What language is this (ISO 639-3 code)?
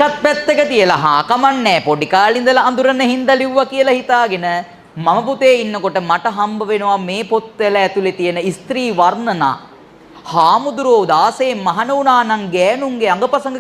sin